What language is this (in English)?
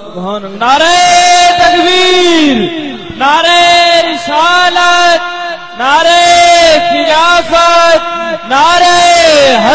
Saraiki